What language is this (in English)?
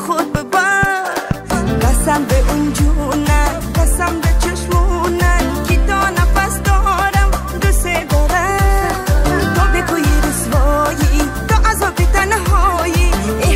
Persian